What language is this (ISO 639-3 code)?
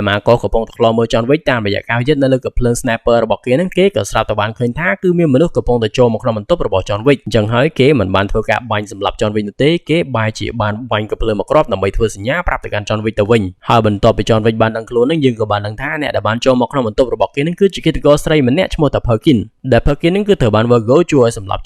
khm